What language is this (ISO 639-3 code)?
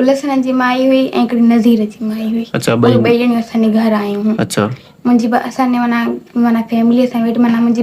snd